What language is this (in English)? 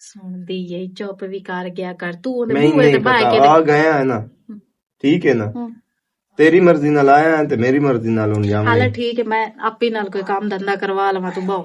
Western Panjabi